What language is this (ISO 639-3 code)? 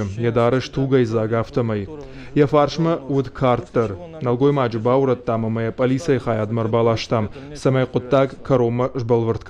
oss